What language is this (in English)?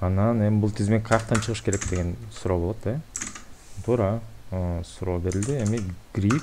Kyrgyz